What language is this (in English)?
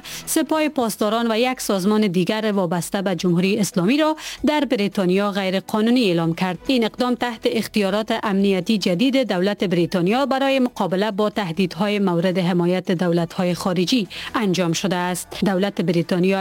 Persian